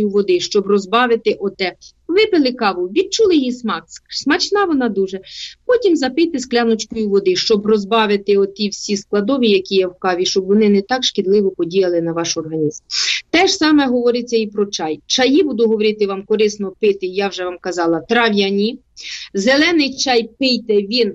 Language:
Ukrainian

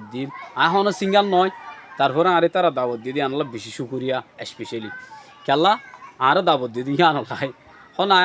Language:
Rohingya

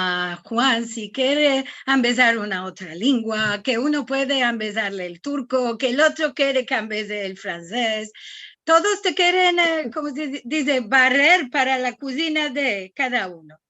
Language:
Ladino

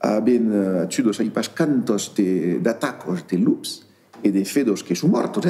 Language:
Occitan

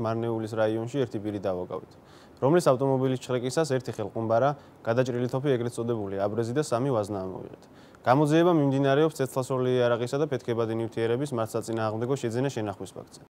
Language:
Georgian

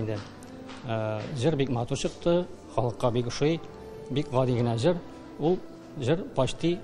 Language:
Tatar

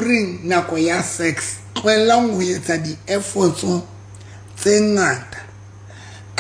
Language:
Southern Sotho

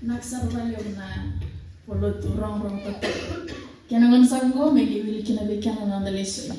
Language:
Fijian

